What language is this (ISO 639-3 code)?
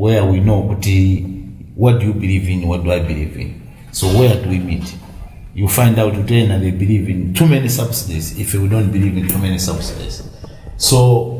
nya